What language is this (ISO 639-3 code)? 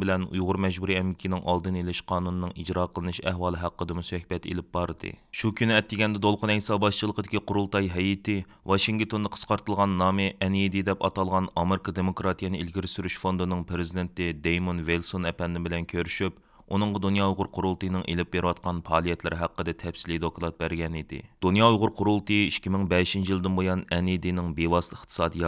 uig